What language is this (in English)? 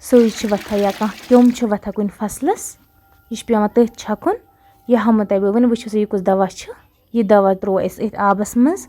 Kashmiri